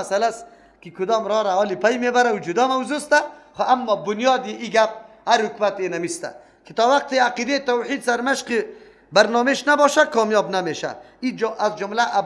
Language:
Persian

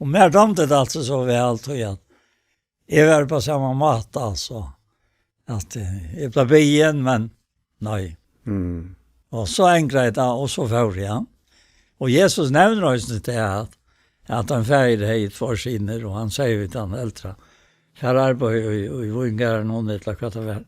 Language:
Faroese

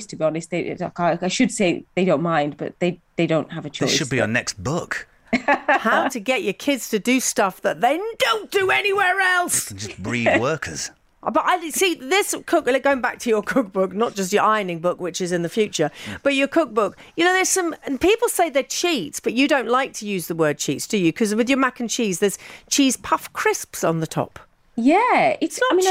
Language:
English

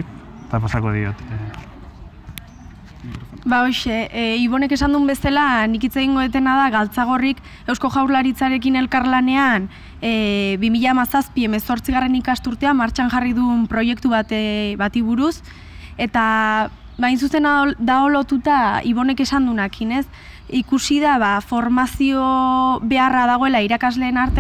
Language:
Basque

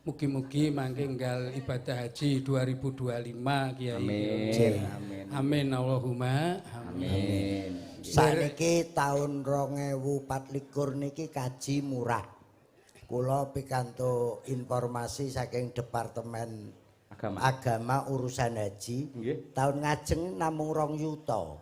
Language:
Javanese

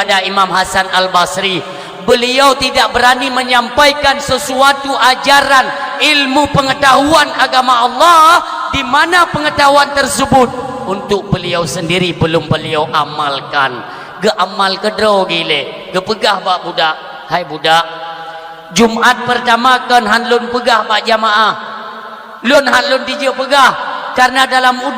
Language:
Achinese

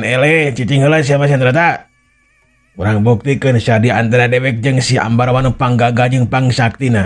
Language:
Sundanese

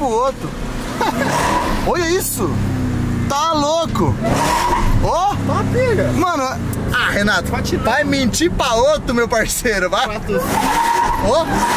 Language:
Portuguese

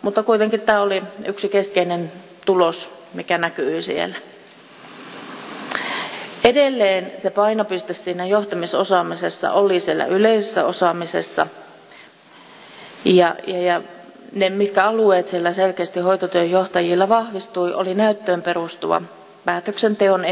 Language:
Finnish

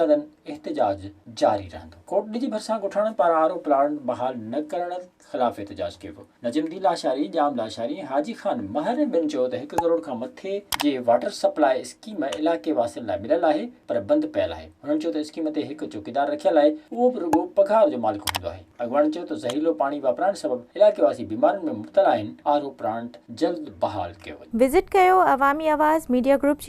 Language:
Sindhi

